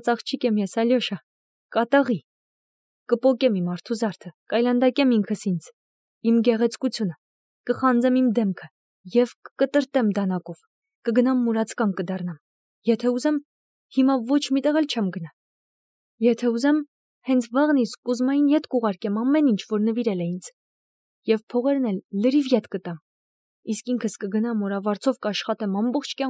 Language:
Armenian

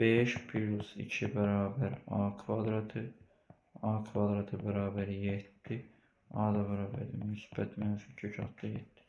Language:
Azerbaijani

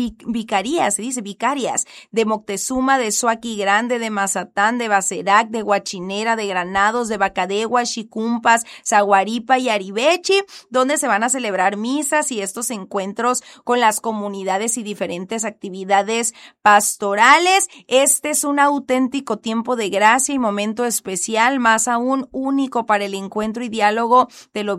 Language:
Spanish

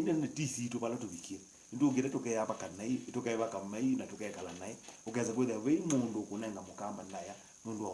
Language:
Kamba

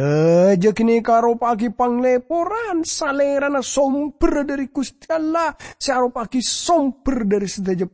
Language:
Madurese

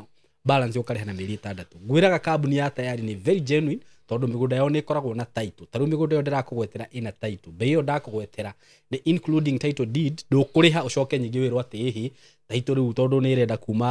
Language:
Kikuyu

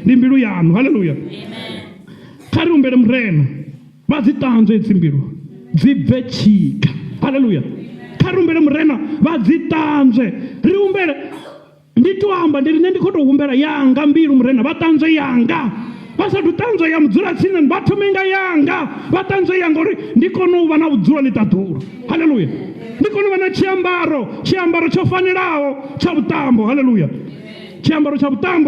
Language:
Venda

